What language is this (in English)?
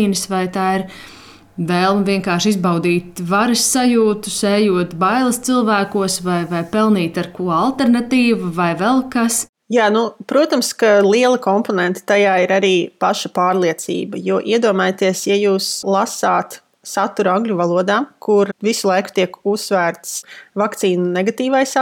Latvian